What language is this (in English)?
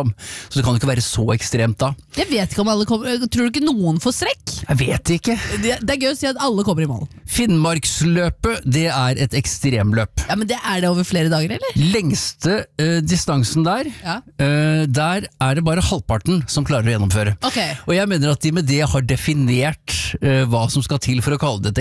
Norwegian